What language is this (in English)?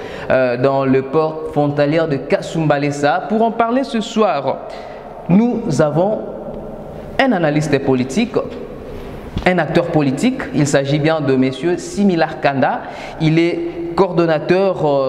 French